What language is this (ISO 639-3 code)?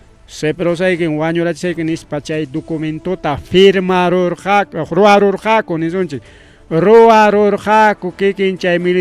quy